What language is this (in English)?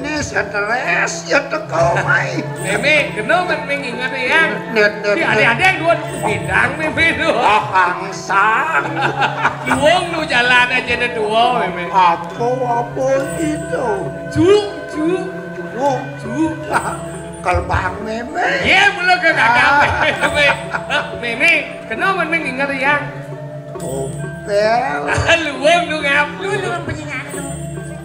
Balinese